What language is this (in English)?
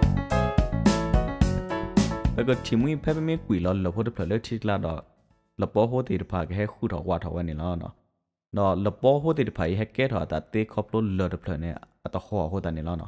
S'gaw Karen